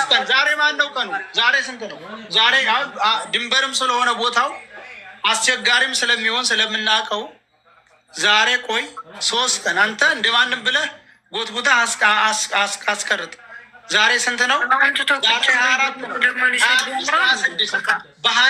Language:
Amharic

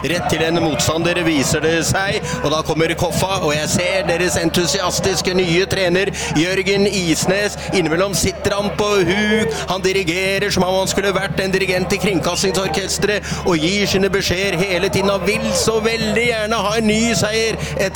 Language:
Norwegian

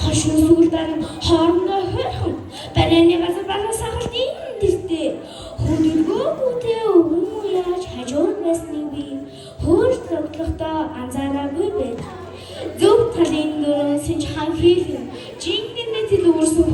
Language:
Mongolian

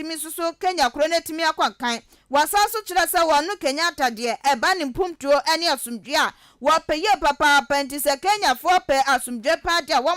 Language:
Akan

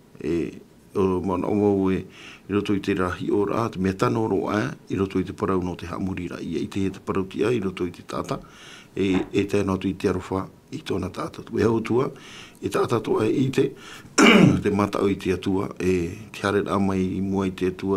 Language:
Tahitian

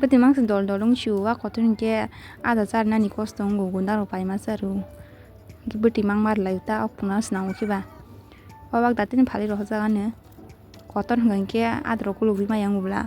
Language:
Kok Borok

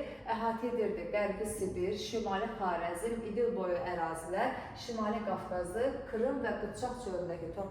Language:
Azerbaijani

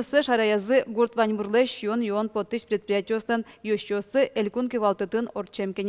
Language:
Udmurt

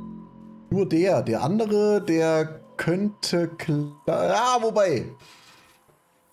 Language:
German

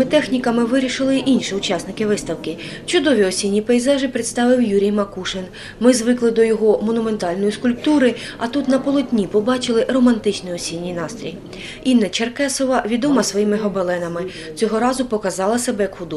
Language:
Ukrainian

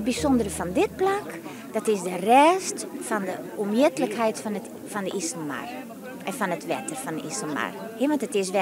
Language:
Western Frisian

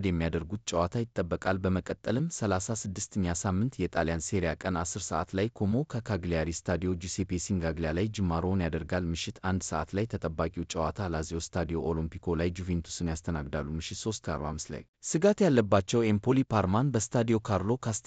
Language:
Amharic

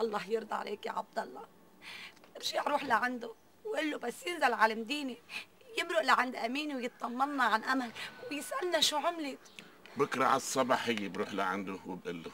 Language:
North Levantine Arabic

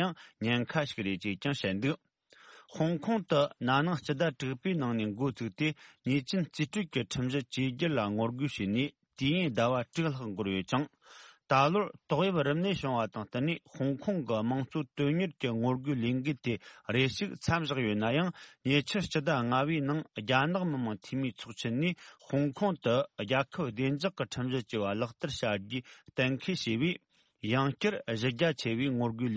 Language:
Tibetan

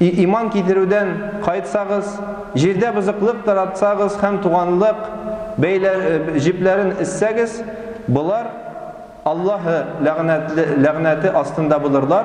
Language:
Tatar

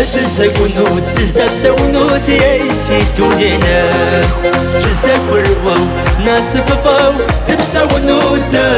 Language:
Kabardian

